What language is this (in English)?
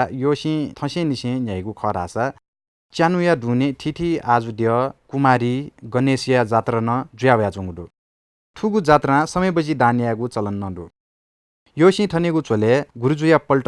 Newari